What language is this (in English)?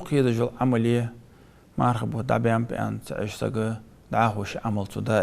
Ingush